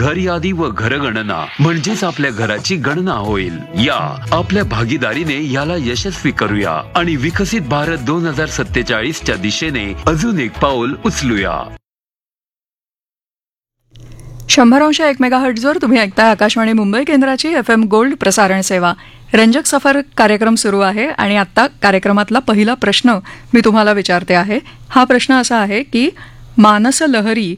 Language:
Marathi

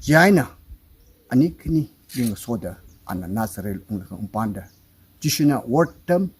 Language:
Tangkhul Naga (India)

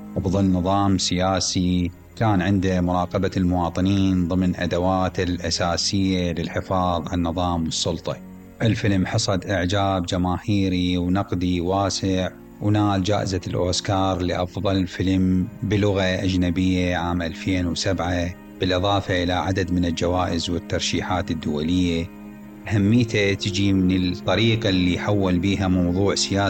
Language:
Mesopotamian Arabic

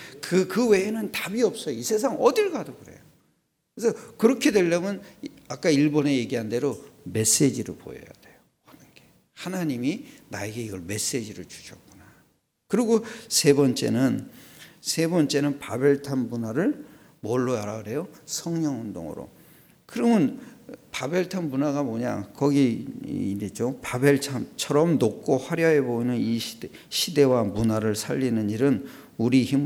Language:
Korean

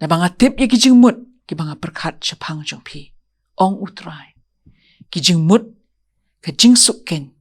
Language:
Khasi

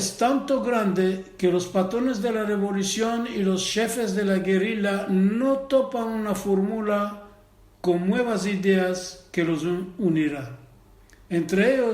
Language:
Ladino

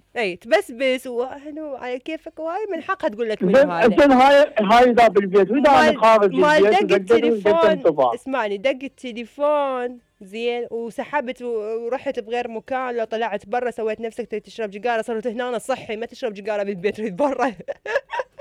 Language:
Mesopotamian Arabic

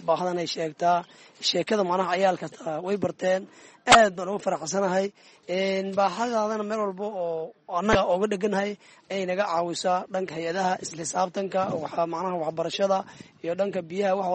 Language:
Somali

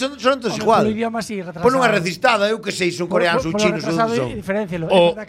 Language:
Galician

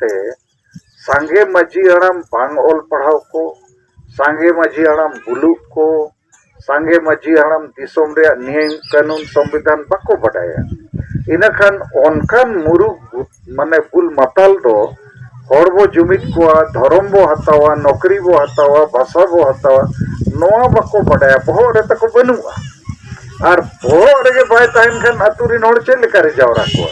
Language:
Santali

